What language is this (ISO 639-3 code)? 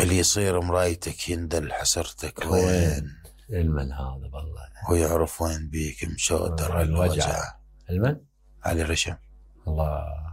acm